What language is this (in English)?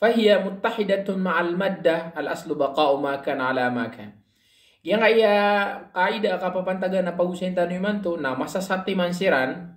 Maranao